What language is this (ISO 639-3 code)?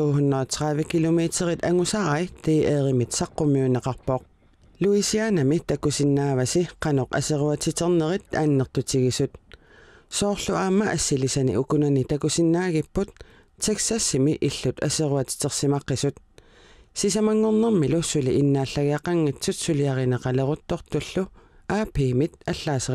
kal